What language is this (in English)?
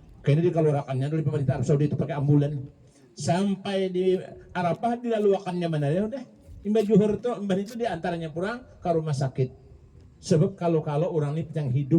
Banjar